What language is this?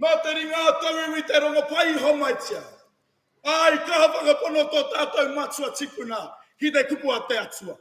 Māori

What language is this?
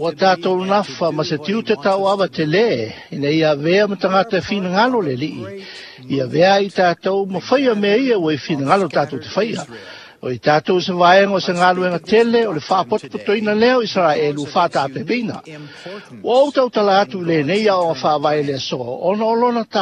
Samoan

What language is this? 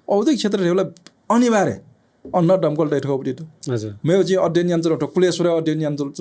Newari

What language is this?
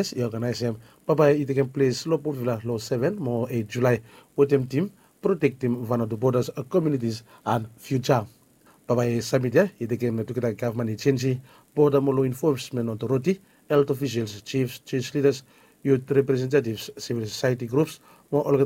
Bislama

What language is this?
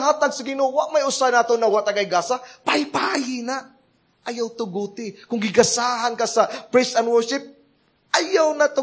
Cebuano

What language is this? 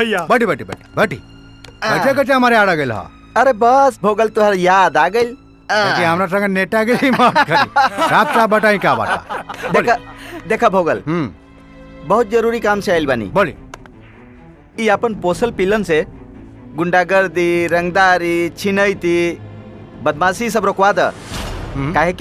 Bhojpuri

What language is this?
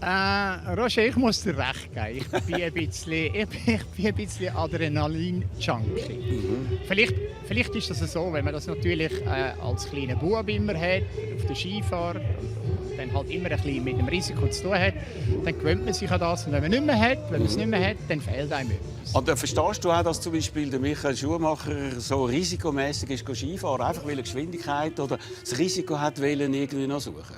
Swiss German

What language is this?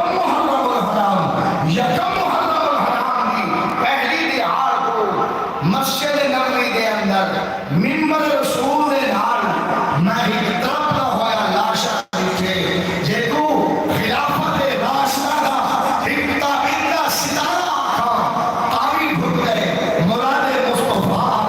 Saraiki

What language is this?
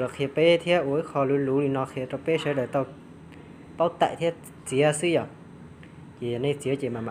Hmong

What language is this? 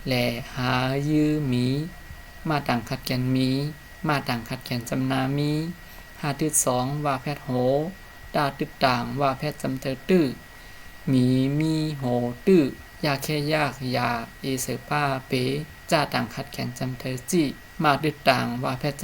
Shan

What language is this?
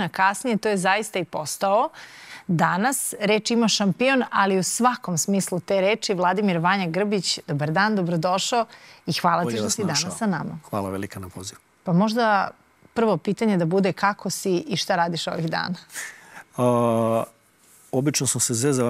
Serbian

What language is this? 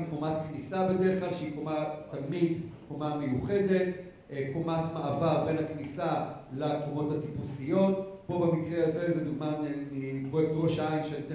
Hebrew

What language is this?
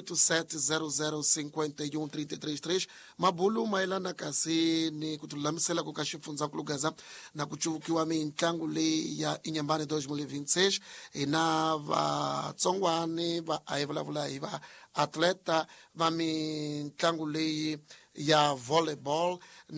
Tsonga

